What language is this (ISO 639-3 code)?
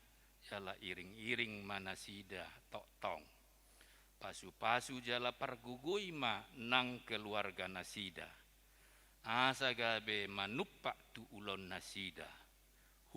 bbc